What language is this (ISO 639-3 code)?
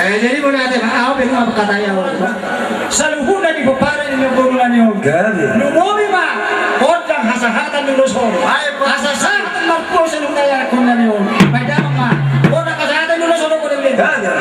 bbc